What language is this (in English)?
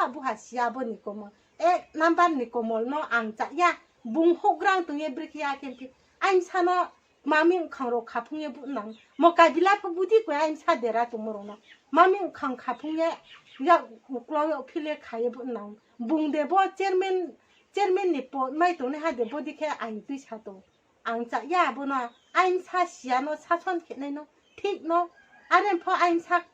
Riang (India)